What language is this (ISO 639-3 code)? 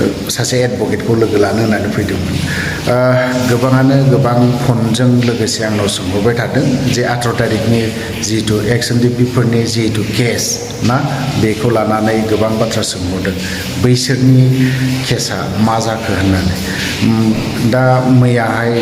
brx